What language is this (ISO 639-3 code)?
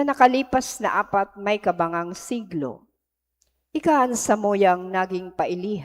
bik